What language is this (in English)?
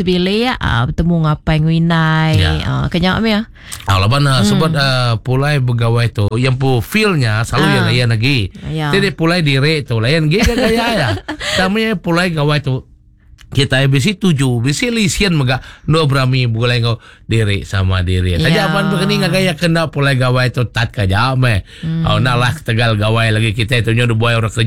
Iban